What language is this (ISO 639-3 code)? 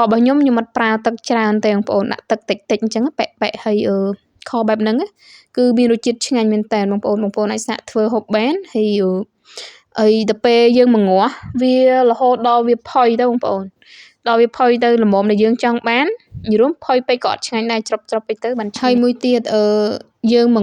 khm